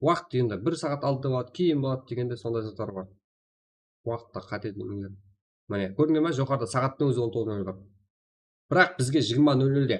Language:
Kara-Kalpak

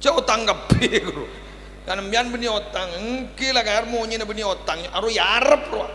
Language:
Madurese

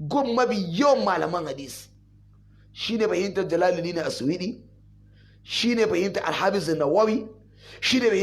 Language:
Hausa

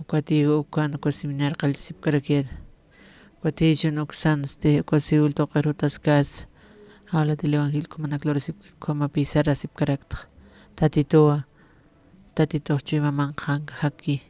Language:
Aymara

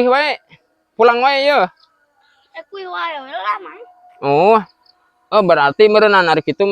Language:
Sundanese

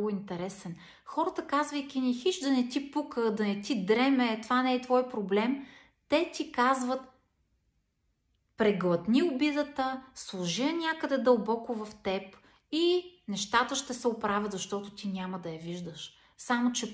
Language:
Bulgarian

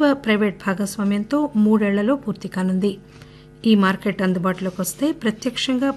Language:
Telugu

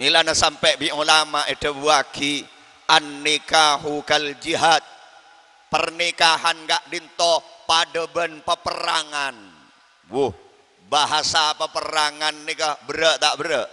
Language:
Madurese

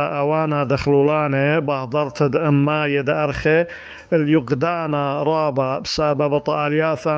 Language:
Assyrian Neo-Aramaic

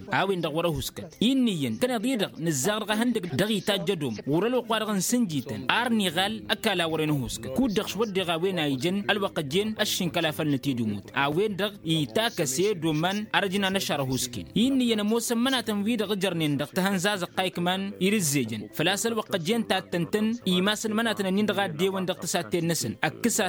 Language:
Tamasheq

